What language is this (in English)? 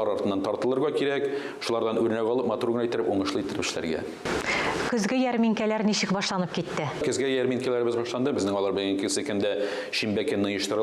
Tatar